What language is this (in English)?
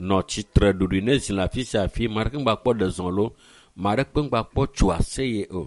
Ewe